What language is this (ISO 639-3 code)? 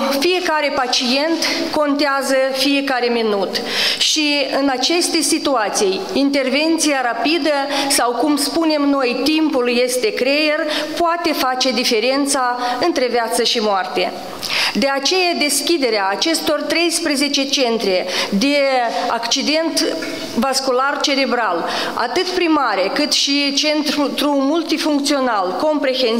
ron